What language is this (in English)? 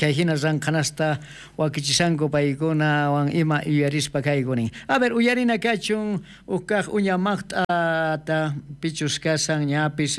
South Bolivian Quechua